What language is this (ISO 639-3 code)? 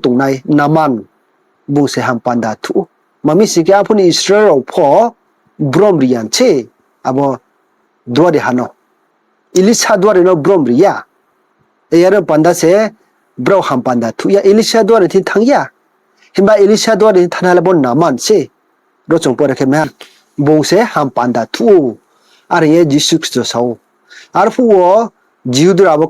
ria